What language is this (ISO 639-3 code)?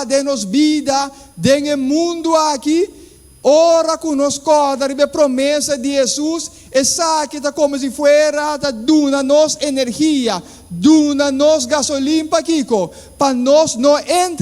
pap